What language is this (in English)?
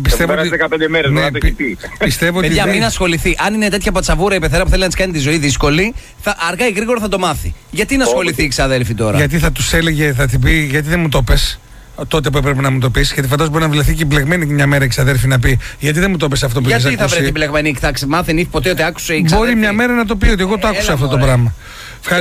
Greek